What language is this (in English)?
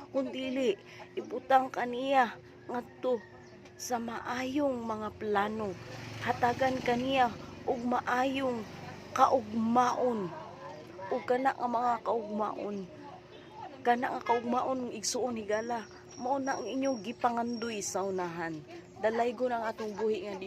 Cebuano